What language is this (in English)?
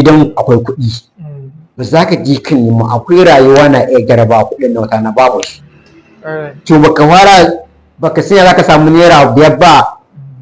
Hausa